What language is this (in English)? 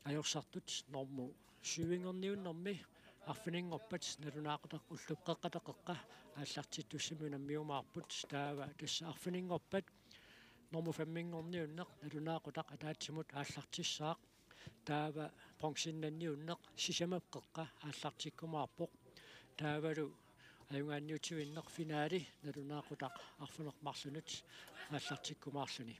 Kalaallisut